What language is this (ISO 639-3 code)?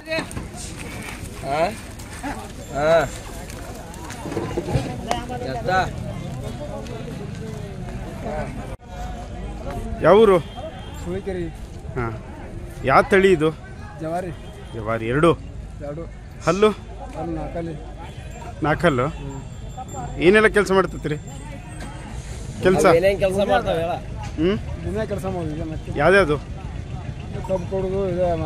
kan